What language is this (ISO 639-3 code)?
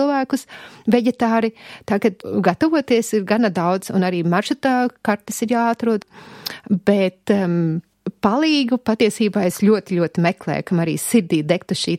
lav